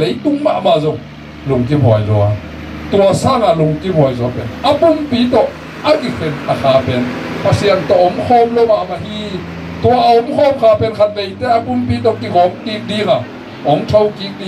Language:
Tedim Chin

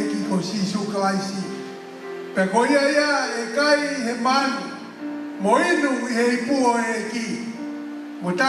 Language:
Tongan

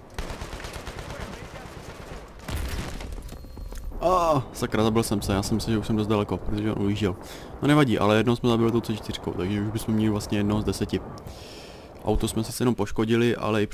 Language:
Czech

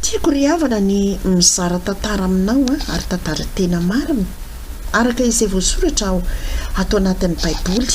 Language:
Malagasy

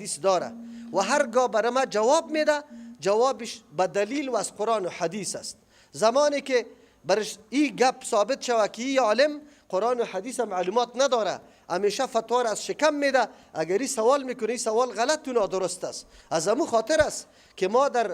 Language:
Persian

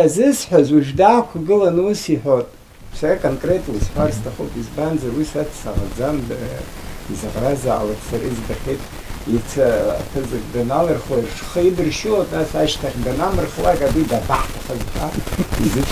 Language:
Abkhazian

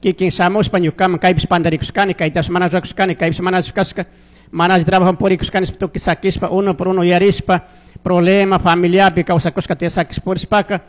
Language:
Chimborazo Highland Quichua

